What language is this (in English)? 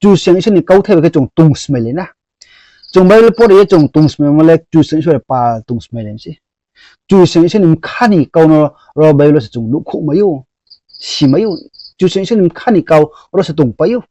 Riang (India)